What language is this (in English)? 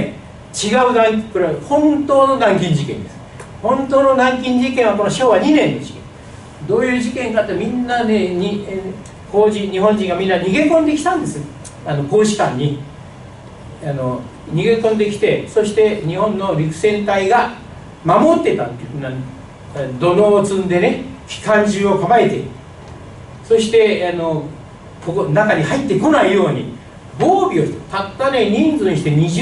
Japanese